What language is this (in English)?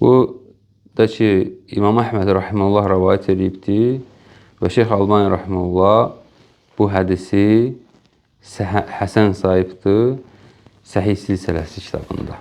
Azerbaijani